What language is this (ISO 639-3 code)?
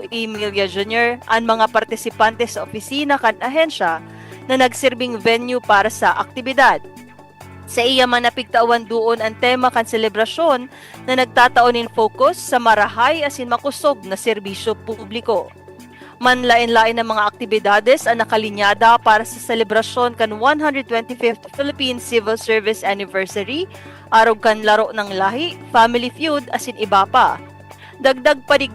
bik